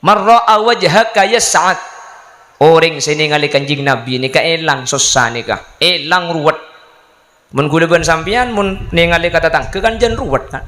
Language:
Madurese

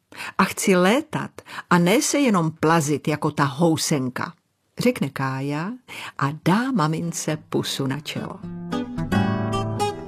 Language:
Czech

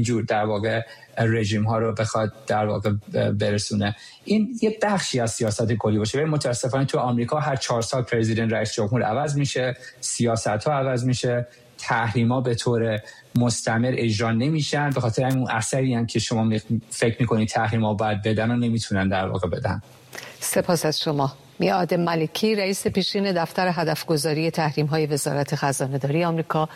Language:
Persian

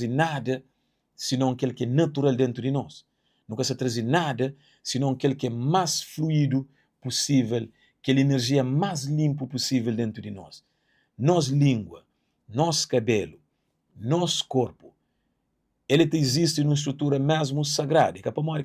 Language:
Kabuverdianu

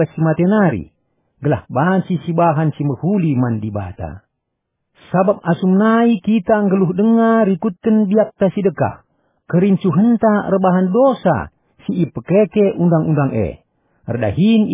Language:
Batak Karo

